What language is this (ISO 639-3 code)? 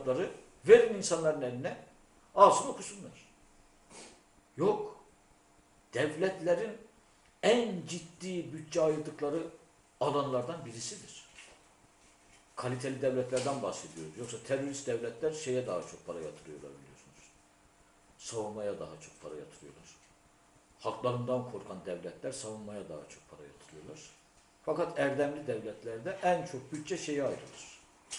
tur